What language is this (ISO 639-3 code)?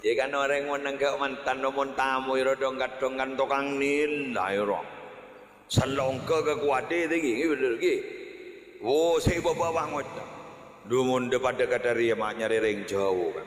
mad